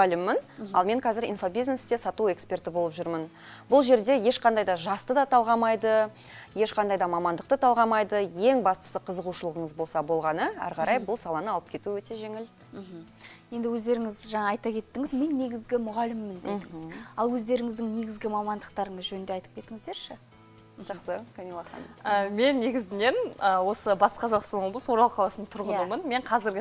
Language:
Kazakh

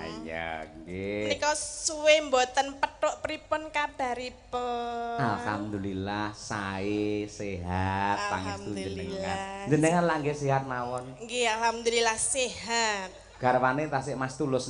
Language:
Javanese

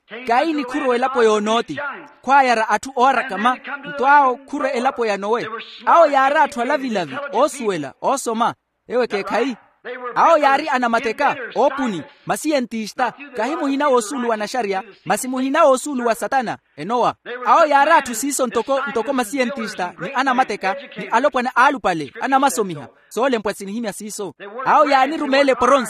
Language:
Makhuwa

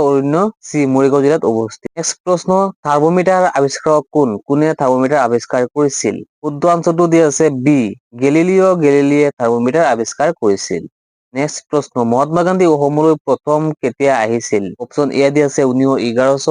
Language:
Assamese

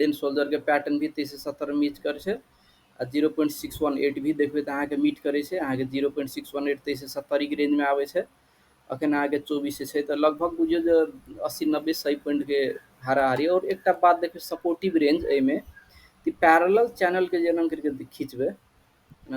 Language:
Maithili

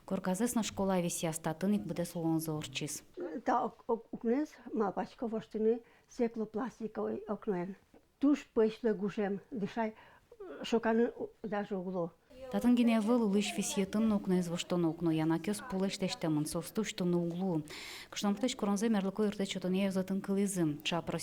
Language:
Udmurt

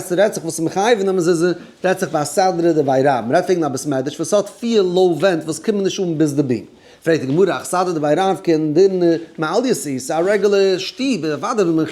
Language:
Yiddish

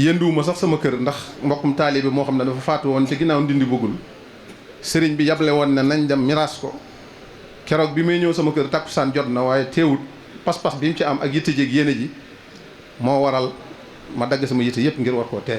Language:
Wolof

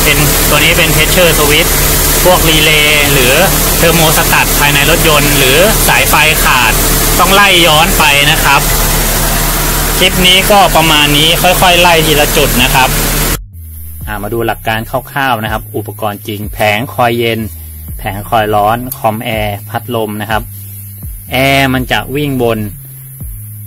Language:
Thai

